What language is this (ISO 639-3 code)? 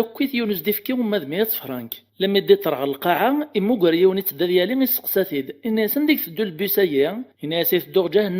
kab